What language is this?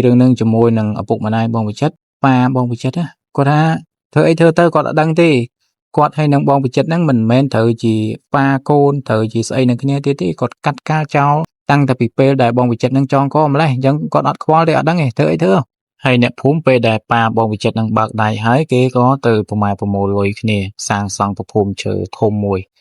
Khmer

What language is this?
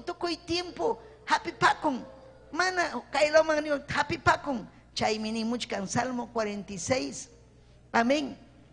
Ayacucho Quechua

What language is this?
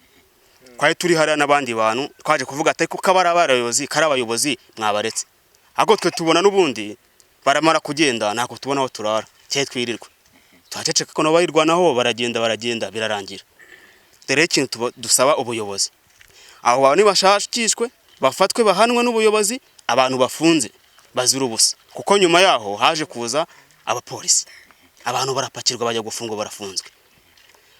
Kinyarwanda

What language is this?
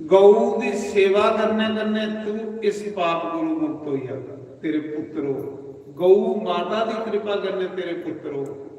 Dogri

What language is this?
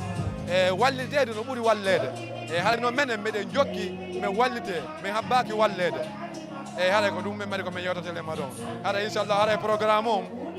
Fula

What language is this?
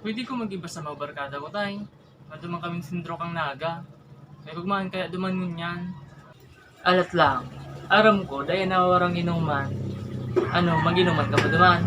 Bikol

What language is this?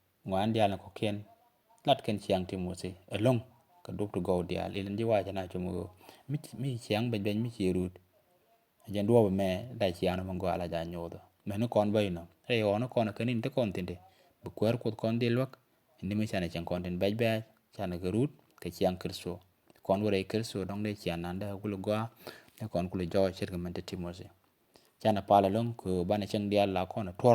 Nuer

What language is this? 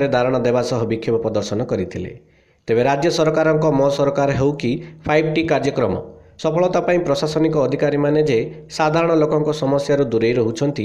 Odia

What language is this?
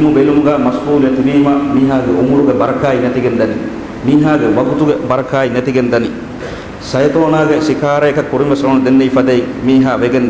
Divehi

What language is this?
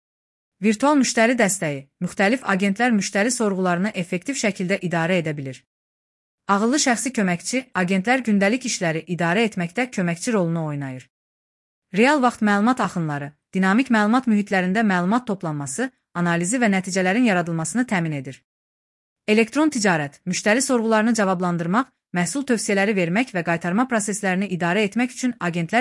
Azerbaijani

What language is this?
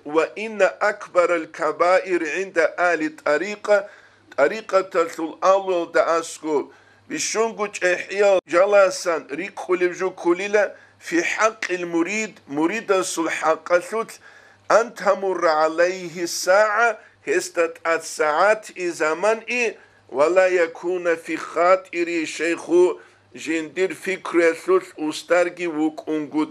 Avaric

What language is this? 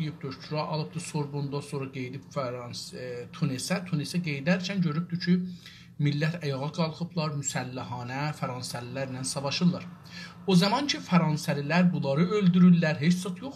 South Azerbaijani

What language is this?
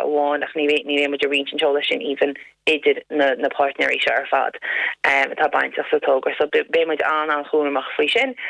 Irish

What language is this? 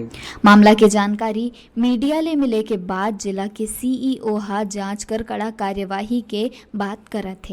Chhattisgarhi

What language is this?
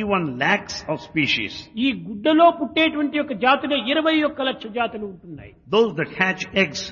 Telugu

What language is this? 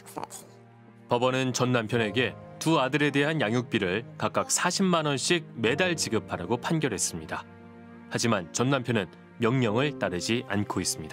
Korean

